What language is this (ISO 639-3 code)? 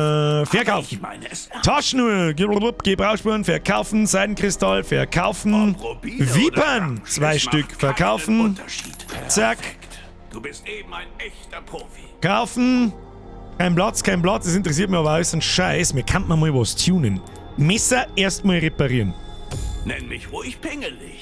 bar